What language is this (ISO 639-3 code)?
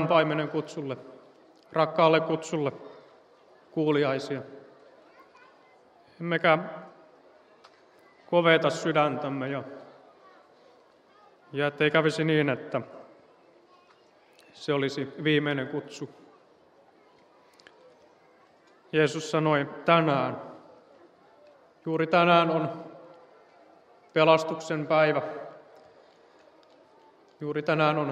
fin